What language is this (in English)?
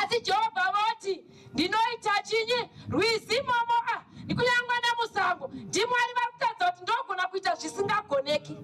Shona